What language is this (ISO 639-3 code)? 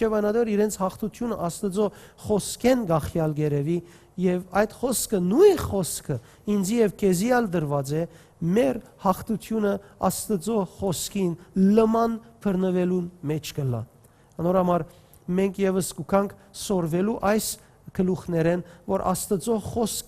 hyw